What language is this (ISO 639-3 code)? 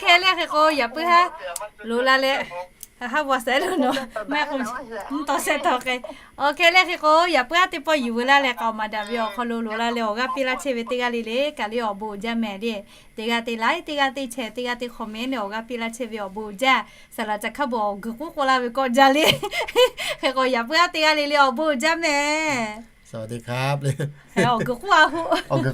lhu